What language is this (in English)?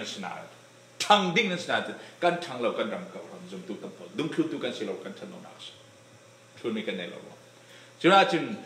Falam Chin